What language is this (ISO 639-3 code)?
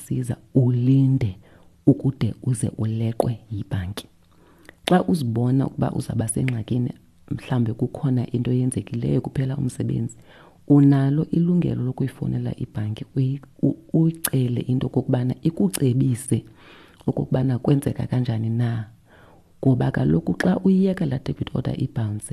xho